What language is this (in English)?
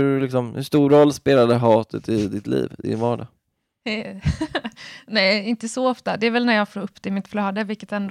Swedish